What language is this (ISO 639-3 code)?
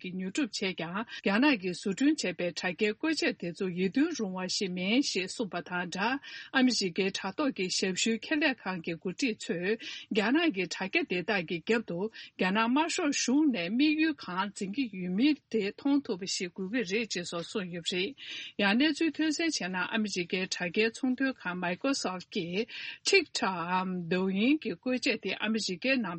bod